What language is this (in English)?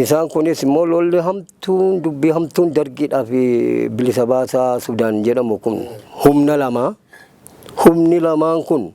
Oromo